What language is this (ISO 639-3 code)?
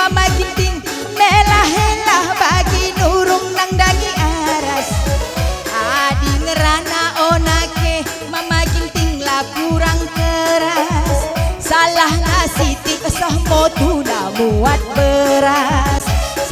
btx